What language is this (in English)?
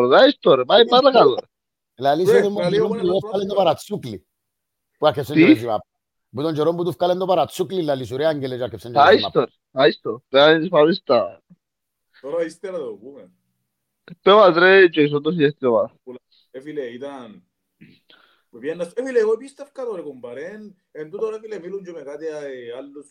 Greek